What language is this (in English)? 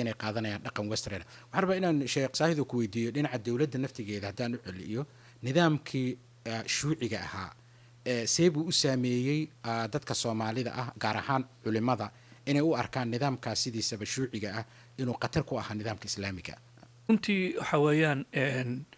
Somali